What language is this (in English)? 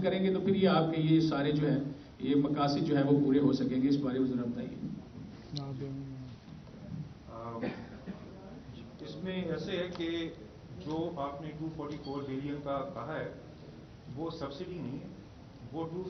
Urdu